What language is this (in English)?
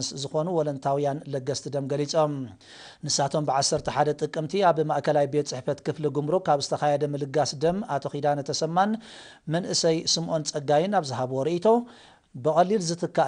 Tigrinya